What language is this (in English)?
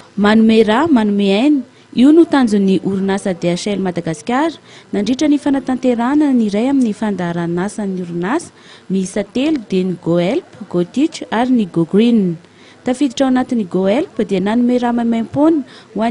Malagasy